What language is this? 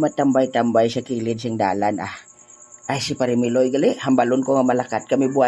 Hiligaynon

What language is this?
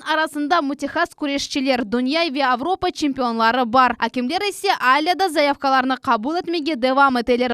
Crimean Tatar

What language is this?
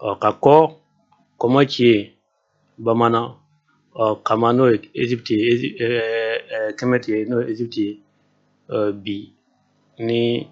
Bambara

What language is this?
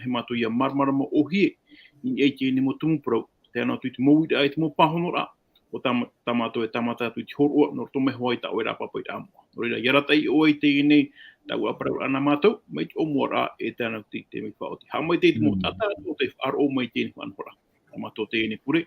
Tahitian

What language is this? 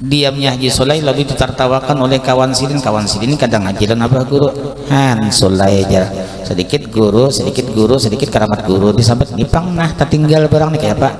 Banjar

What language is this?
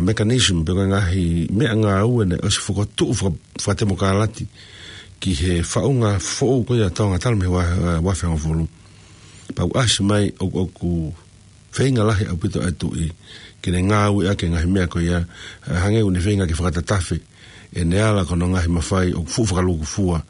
Tongan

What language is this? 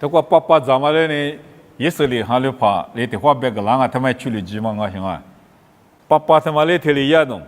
Lisu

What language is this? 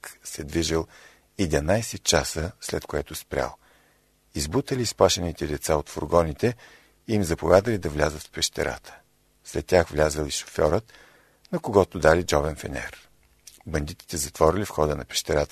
Bulgarian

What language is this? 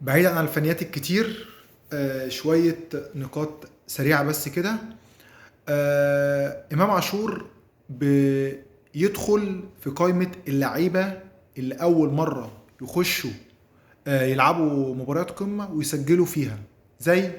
Egyptian Arabic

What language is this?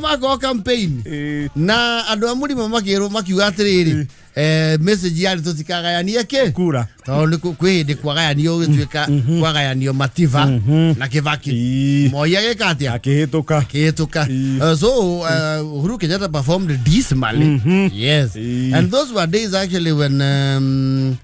Kikuyu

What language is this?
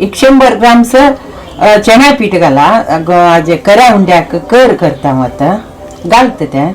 Konkani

